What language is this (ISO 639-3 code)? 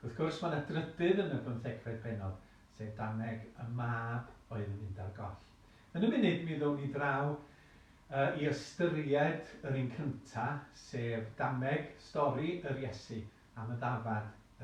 cym